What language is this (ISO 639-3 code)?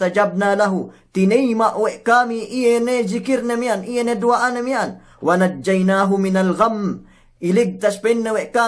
yka